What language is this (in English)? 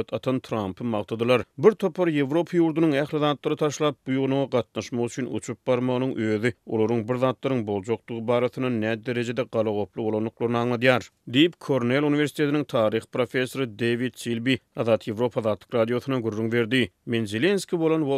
Turkmen